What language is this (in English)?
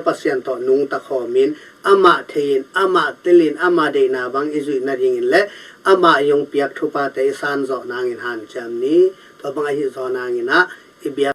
Tedim Chin